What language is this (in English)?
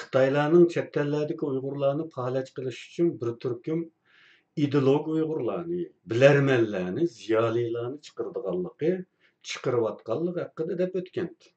Uyghur